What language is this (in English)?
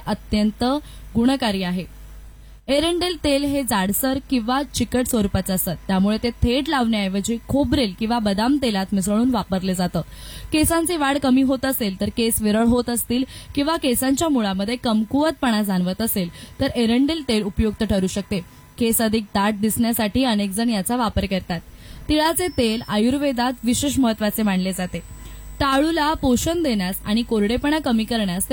Marathi